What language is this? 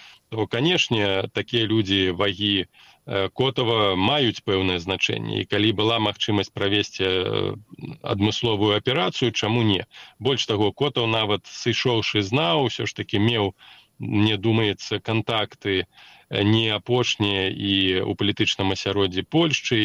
Belarusian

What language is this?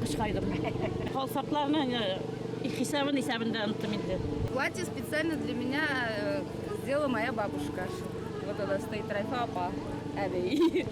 Bashkir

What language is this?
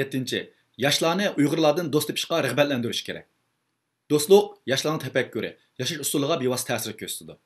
Uyghur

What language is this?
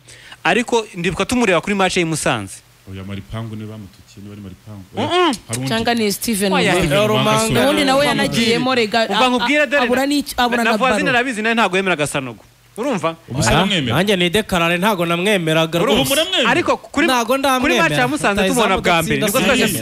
Kinyarwanda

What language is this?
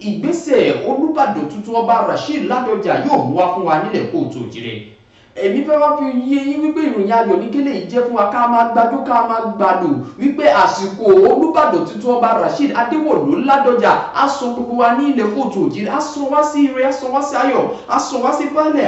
Yoruba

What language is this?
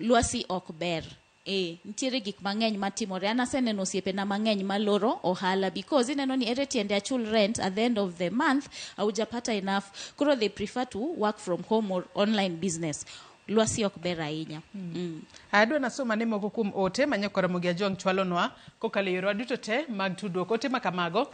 Luo (Kenya and Tanzania)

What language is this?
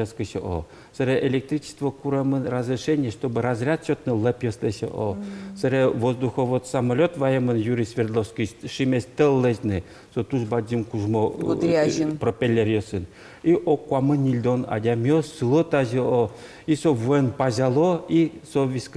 Udmurt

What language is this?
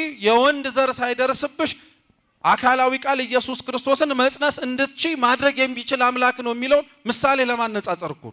Amharic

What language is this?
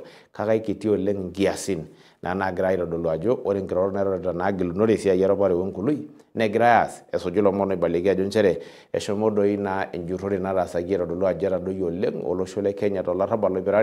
Masai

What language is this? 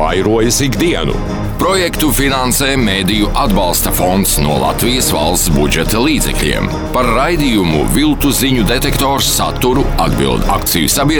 Latvian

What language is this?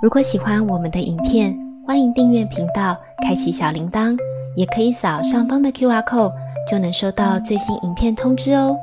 Cantonese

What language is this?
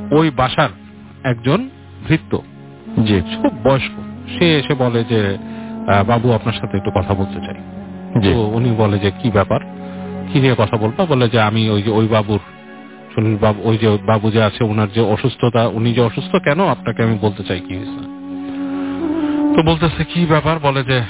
Bangla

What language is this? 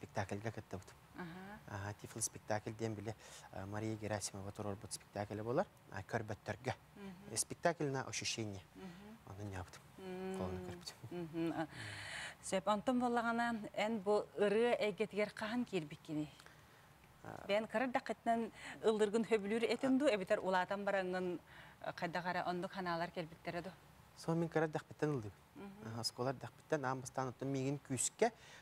Yakut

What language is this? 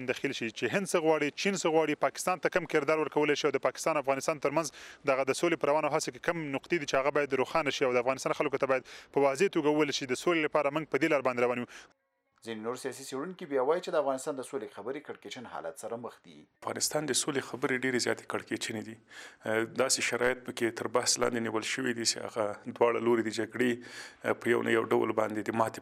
Pashto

